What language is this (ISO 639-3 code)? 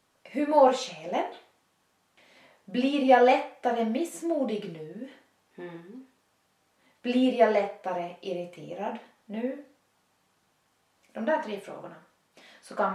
swe